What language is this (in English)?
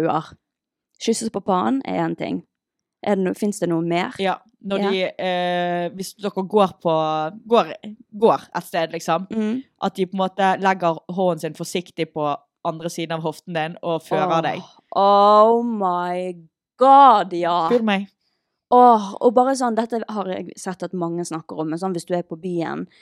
Norwegian